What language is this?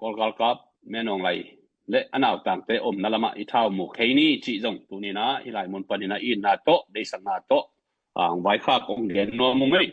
Tedim Chin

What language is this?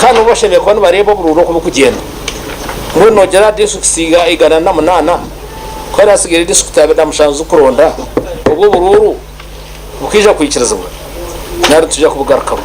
Nyankole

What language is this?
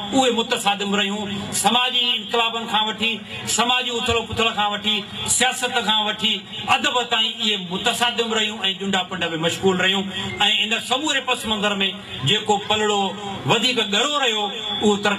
Sindhi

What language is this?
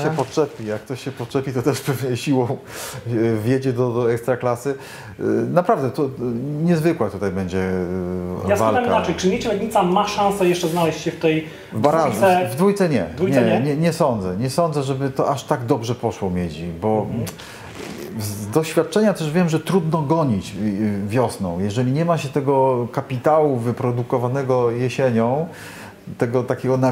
Polish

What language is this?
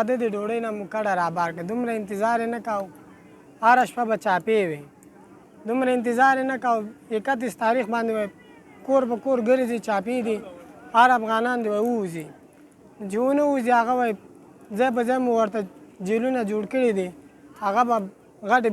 Pashto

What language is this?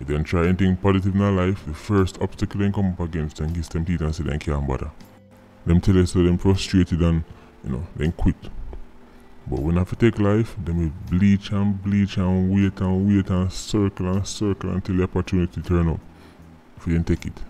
Jamaican Creole English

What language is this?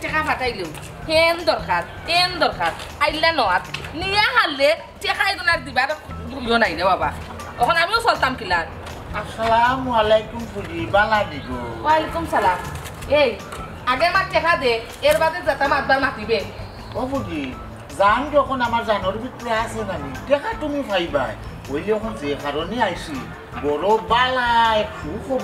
Sylheti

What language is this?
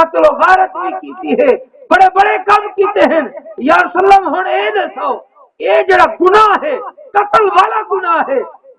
Saraiki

